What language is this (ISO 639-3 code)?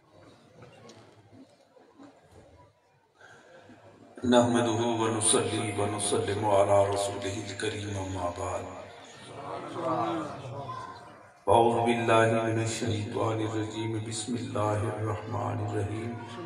urd